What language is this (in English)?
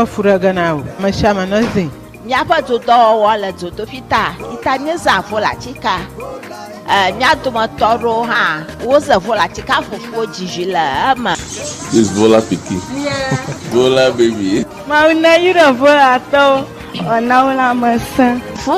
Ewe